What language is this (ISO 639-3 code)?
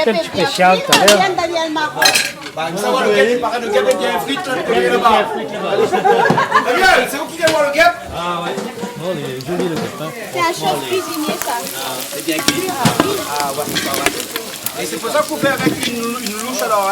rcf